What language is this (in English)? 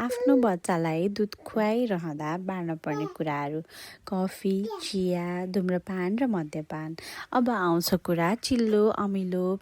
Nepali